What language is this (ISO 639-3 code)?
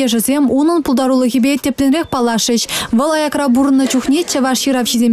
chv